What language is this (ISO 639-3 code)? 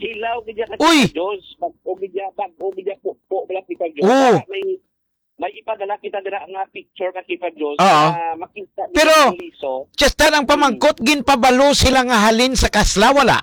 hil